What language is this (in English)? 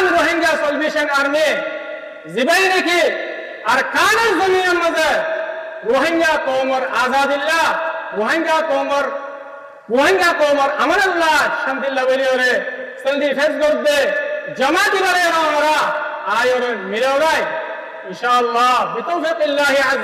Rohingya